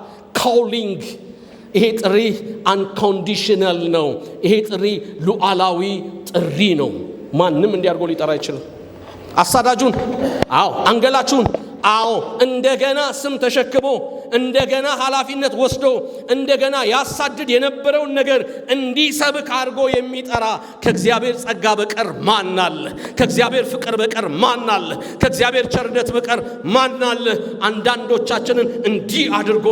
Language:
Amharic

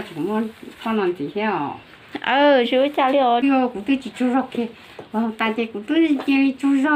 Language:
Hmong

